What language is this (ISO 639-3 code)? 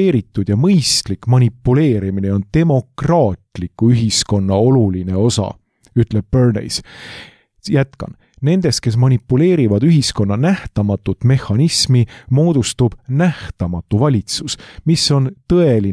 est